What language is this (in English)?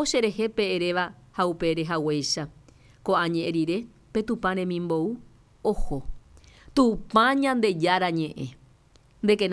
Guarani